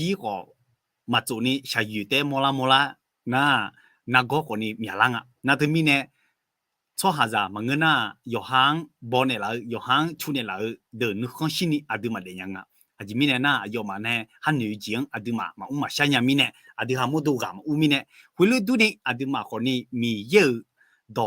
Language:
Akha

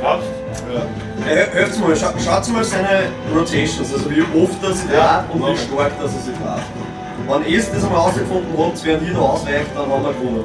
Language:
Bavarian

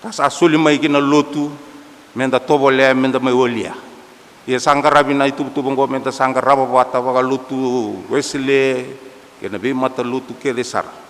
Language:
Fijian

